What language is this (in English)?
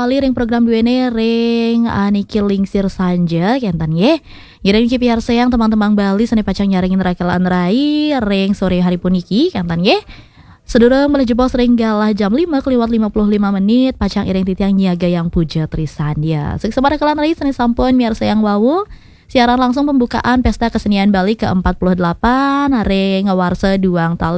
Balinese